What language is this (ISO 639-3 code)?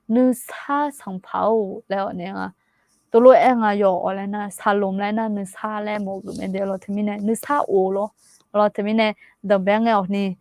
ahk